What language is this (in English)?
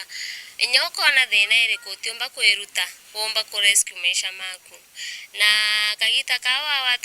Meru